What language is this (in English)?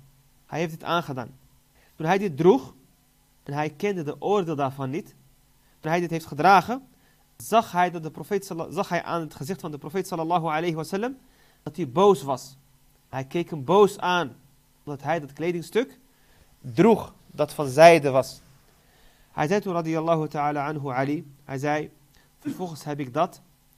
Dutch